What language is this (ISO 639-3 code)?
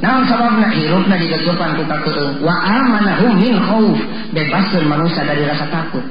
sun